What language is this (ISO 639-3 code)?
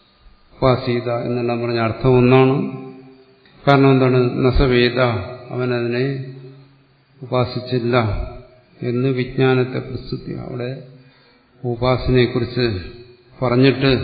mal